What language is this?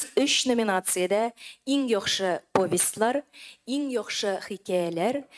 Tatar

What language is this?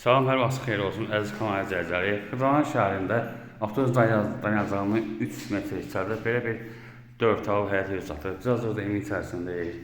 Azerbaijani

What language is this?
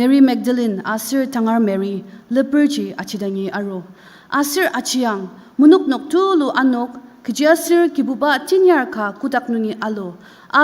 Ao Naga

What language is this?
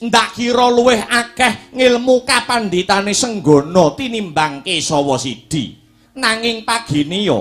Javanese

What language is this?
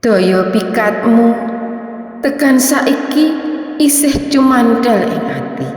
Javanese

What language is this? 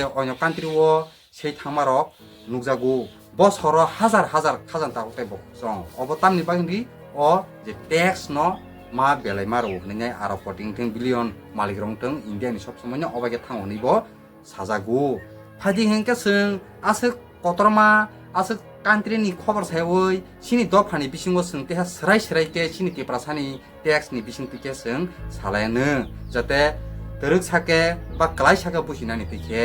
Kok Borok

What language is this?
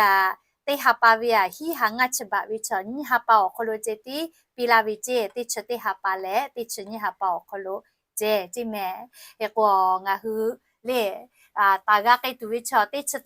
Lahu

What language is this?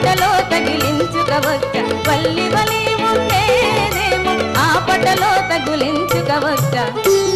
Telugu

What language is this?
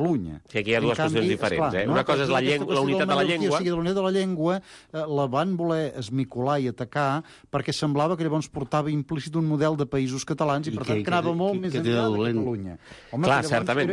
Catalan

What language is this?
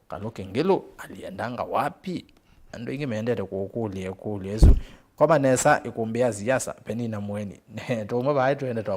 Kamba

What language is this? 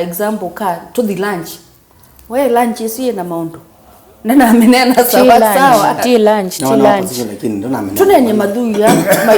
Kamba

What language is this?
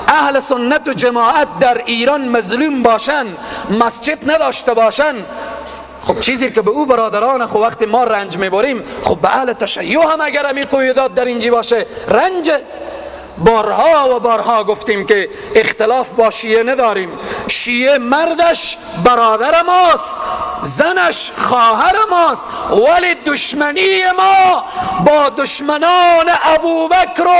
Persian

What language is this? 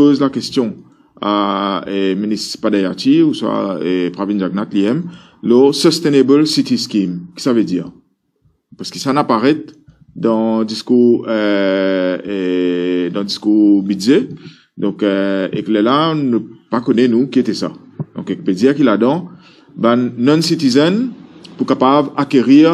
Morisyen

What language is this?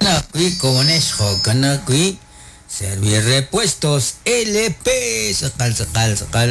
Kekchí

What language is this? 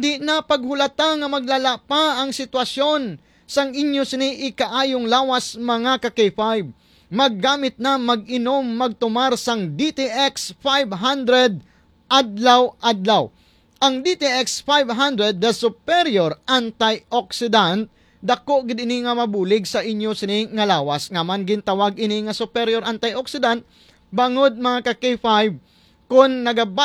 Hiligaynon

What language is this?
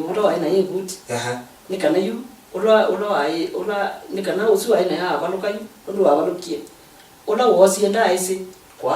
Kamba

